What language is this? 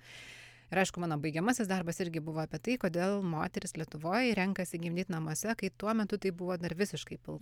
Lithuanian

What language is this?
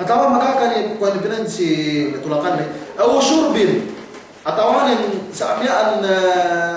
Yakan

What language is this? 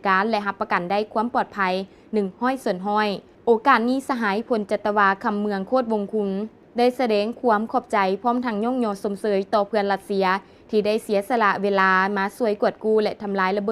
Lao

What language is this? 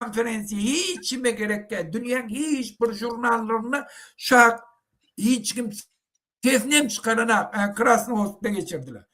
Turkmen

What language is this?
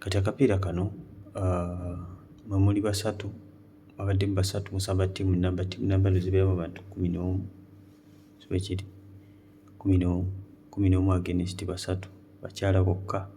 Ganda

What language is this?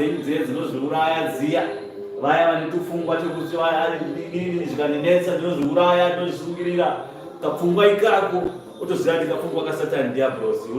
Shona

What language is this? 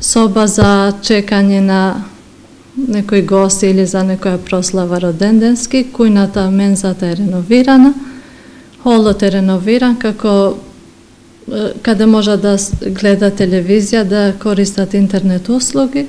Macedonian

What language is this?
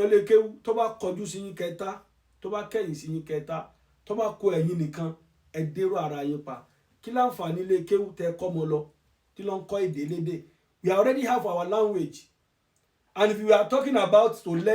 Yoruba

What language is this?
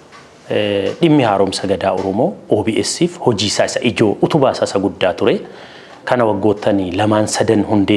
Oromo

